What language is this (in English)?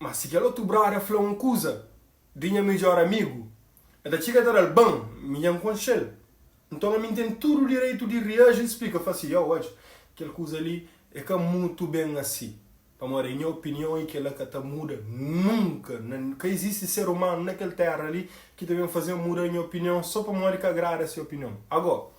Kabuverdianu